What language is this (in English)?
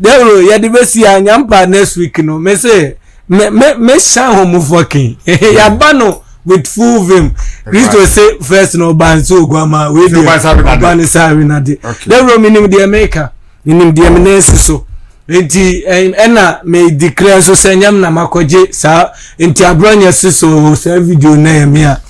Akan